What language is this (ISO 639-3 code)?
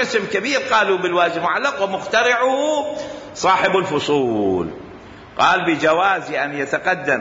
acm